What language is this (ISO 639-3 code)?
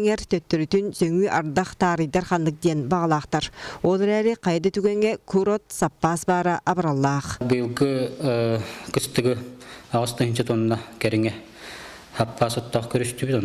sah